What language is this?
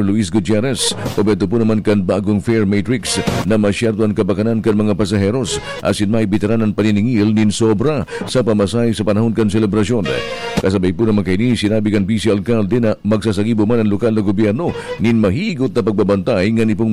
Bikol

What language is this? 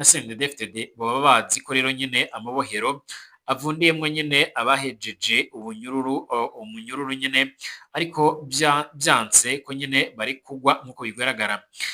Rundi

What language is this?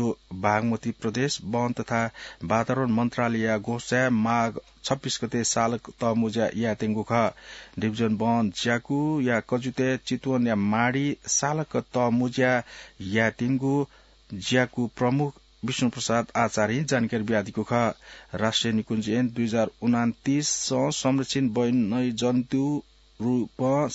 Newari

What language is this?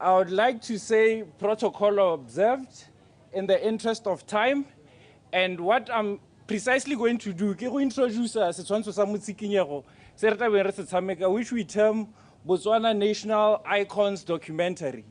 Tswana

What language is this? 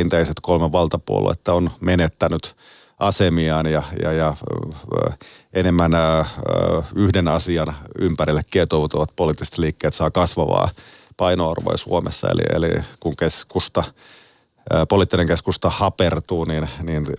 Finnish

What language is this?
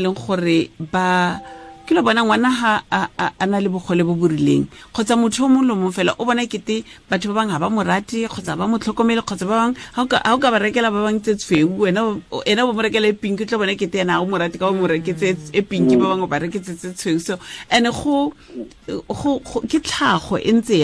Tswana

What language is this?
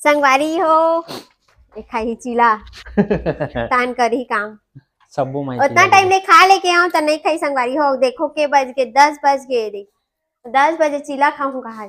Chhattisgarhi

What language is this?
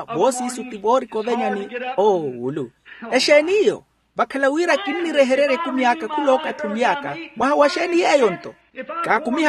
Makhuwa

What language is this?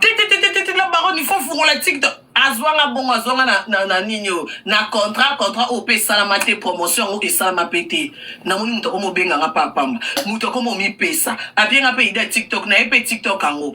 Lingala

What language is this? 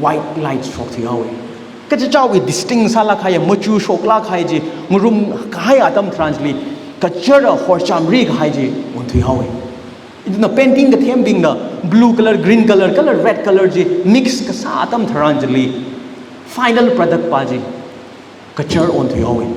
Tangkhul Naga (India)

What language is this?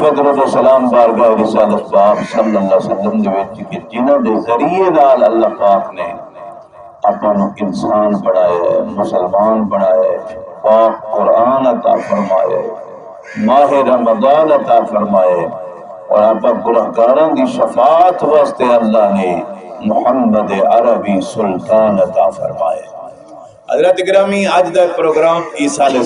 Saraiki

